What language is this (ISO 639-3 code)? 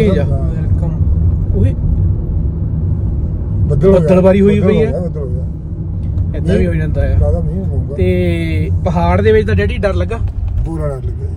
pan